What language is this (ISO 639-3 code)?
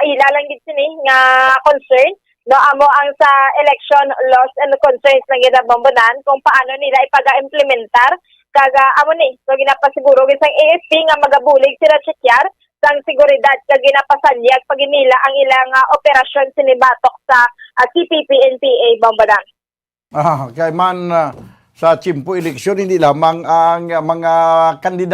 hil